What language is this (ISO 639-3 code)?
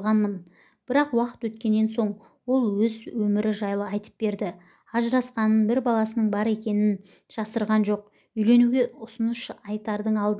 kaz